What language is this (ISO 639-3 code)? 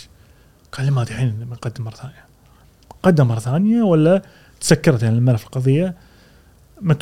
afb